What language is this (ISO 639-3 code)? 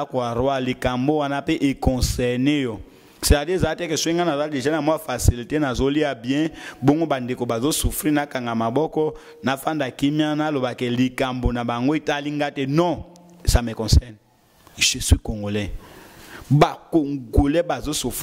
lin